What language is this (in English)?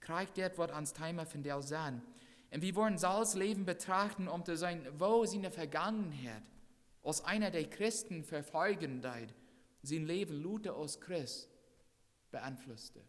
Plautdietsch